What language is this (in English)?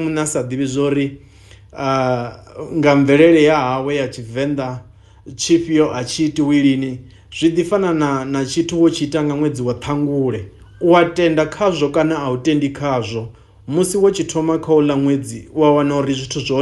Venda